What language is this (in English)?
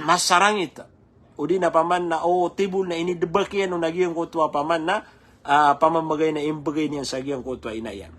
Maranao